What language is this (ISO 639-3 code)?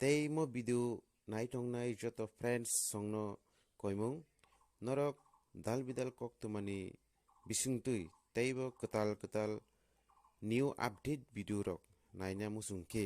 trp